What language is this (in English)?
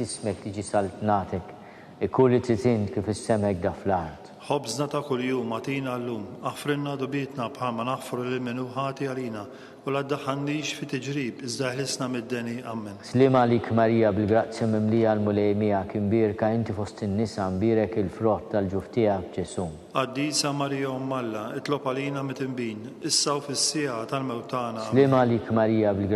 Maltese